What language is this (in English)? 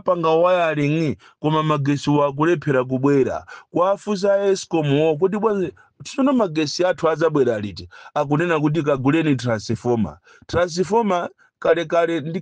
Nyanja